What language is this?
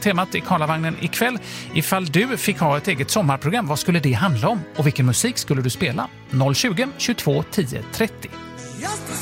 Swedish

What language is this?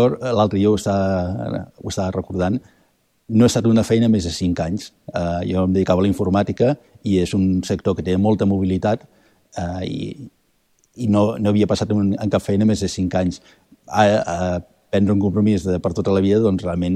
Catalan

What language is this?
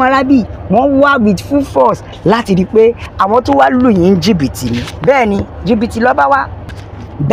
Yoruba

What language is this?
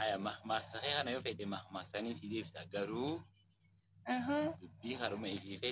Oromo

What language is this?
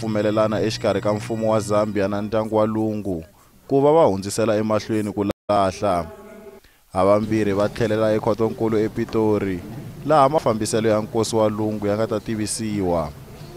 Tsonga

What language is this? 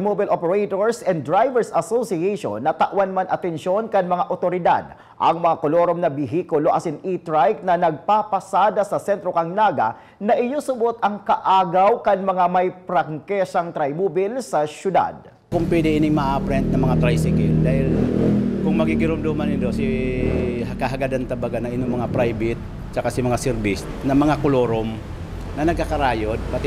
Bikol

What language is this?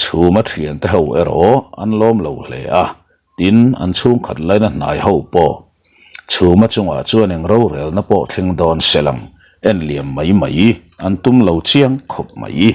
Mizo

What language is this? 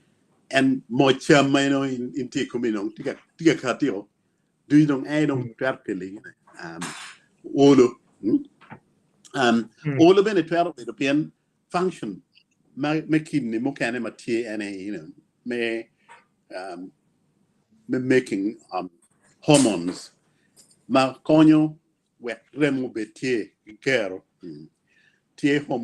Acoli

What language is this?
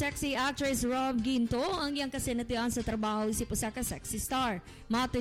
Cebuano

